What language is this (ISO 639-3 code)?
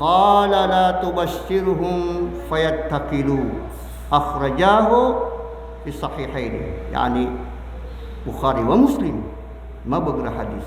mrw